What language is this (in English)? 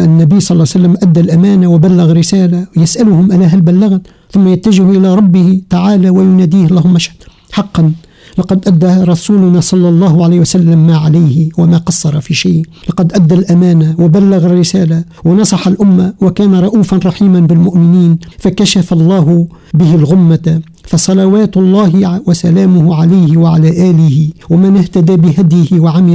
Arabic